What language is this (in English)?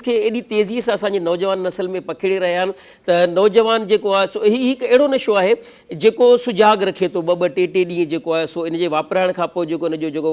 Sindhi